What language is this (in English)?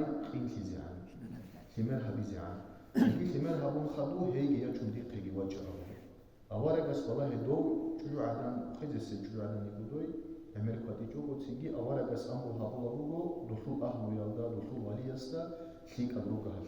Avaric